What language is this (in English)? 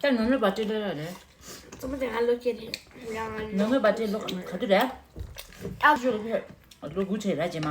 Tibetan